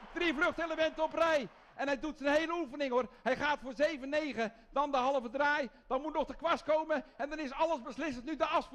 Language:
Dutch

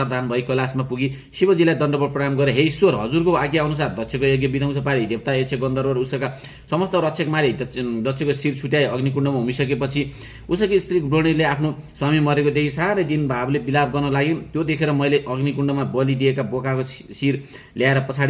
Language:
Nepali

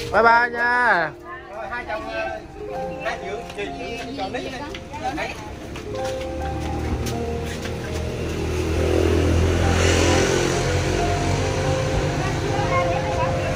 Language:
Vietnamese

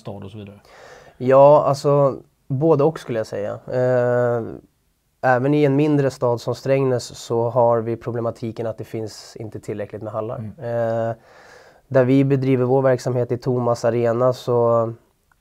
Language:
Swedish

